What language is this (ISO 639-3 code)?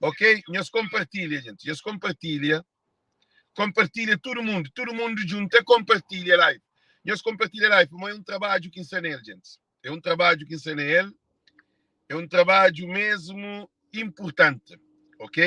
kea